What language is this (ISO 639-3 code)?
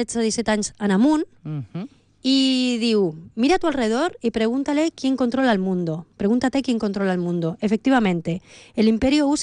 cat